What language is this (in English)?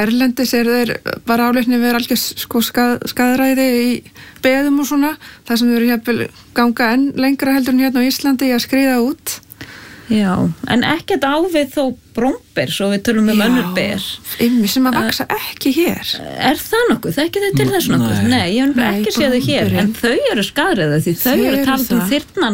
Icelandic